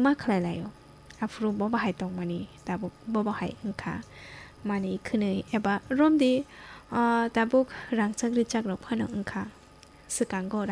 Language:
Kok Borok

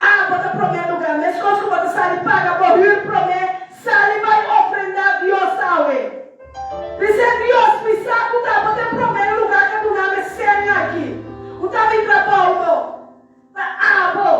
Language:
Papiamento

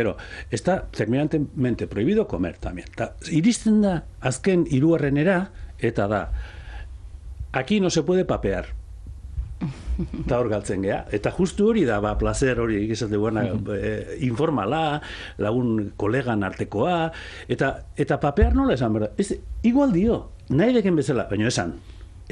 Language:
Basque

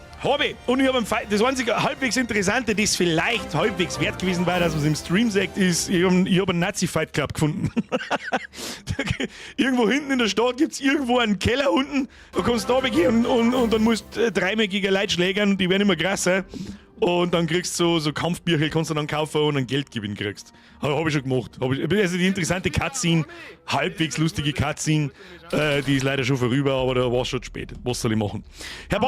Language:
Bavarian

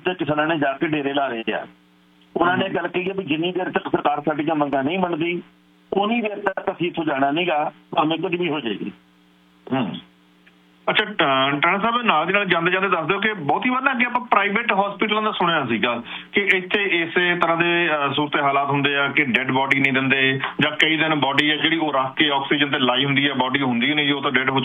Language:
Punjabi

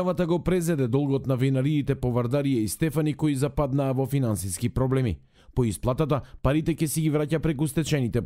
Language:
Macedonian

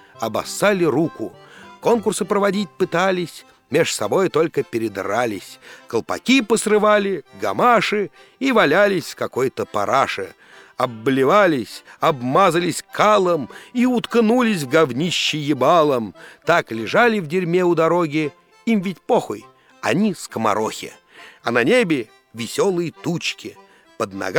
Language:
Russian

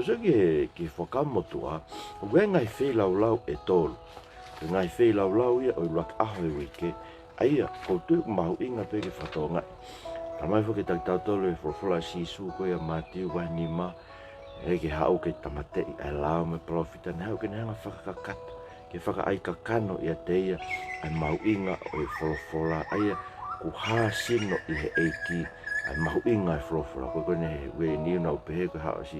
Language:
Tongan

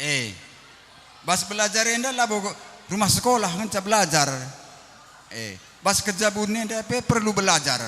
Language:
Batak Karo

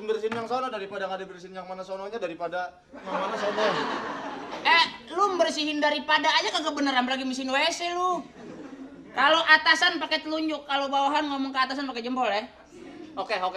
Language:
Betawi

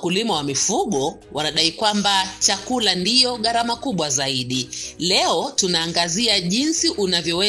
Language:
Swahili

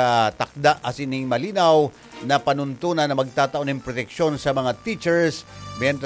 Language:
Bikol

